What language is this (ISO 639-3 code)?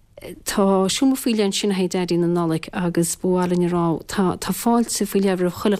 gle